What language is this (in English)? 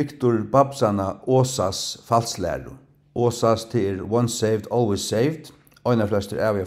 Faroese